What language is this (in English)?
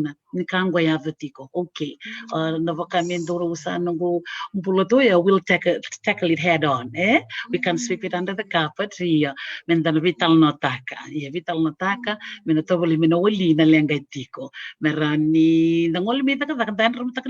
Fijian